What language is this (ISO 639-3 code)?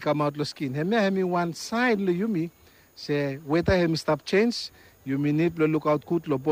bis